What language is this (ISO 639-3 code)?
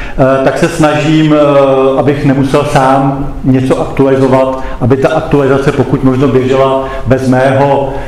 ces